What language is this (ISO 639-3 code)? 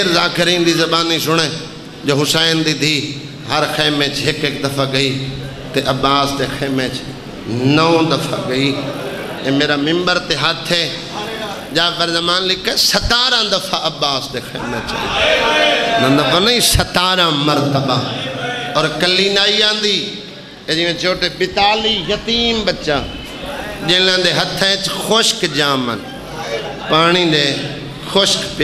skr